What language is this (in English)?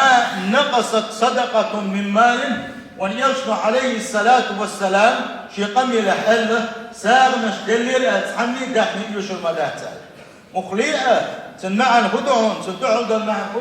Chechen